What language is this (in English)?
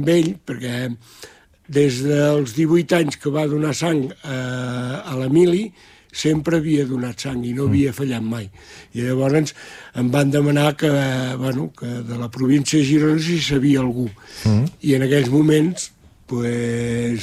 Catalan